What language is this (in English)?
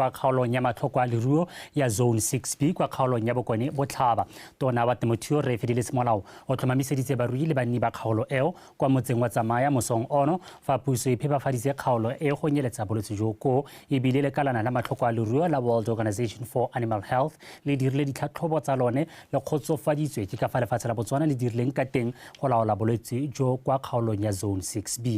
Tswana